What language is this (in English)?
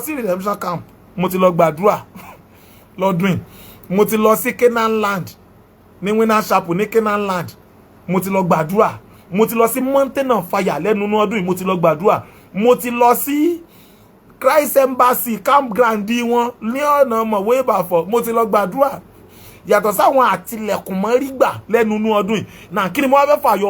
Yoruba